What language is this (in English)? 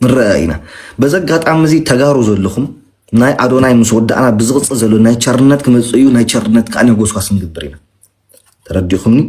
Tigrinya